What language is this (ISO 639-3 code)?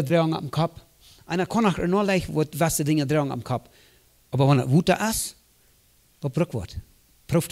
pdt